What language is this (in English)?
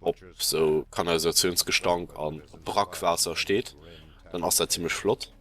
Luxembourgish